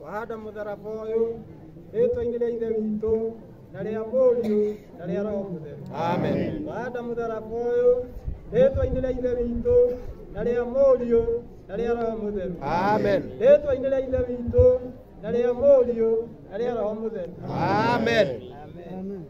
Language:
Kikuyu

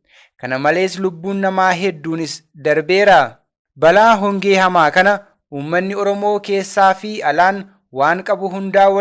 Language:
Oromo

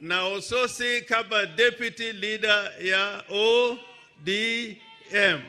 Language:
Gusii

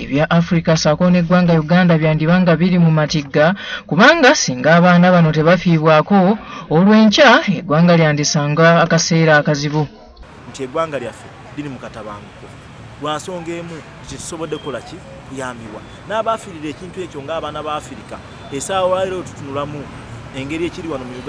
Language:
Ganda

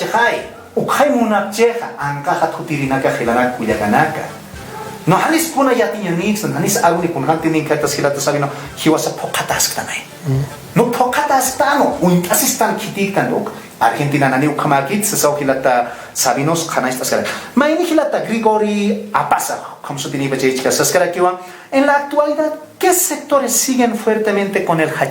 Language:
Aymara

